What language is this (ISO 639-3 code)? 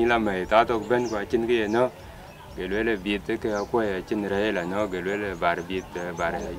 din